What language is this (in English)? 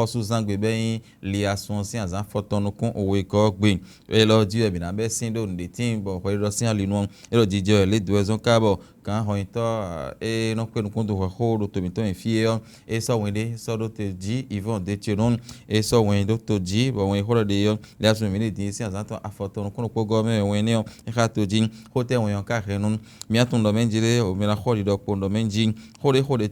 Fon